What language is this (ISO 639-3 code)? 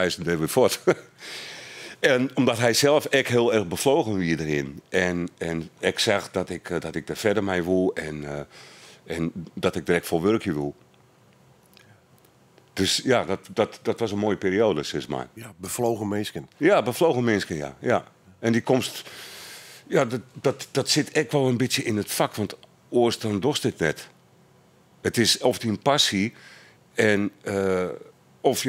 nld